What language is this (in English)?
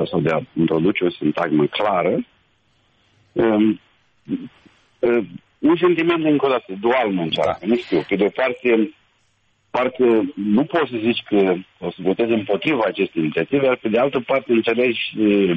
Romanian